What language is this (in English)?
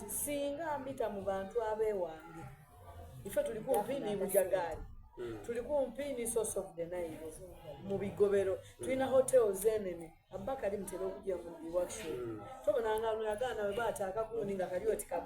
Soga